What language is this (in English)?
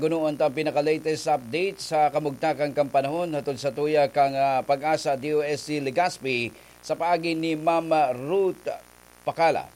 Bikol